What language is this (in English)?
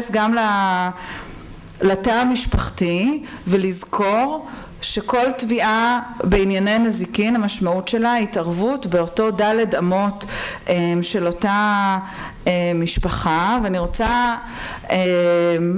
Hebrew